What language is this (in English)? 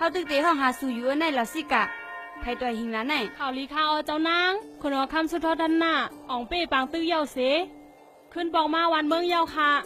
Shan